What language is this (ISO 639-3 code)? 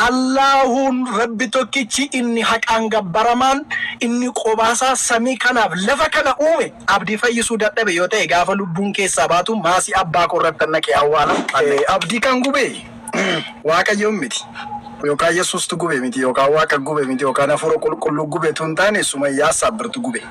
orm